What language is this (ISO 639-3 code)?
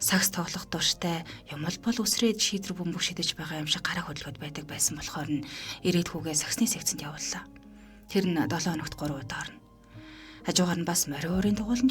mon